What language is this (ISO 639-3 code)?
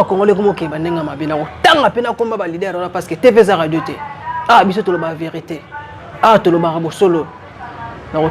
lin